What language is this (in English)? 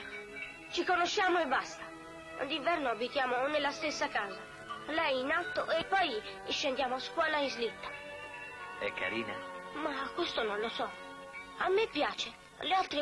Italian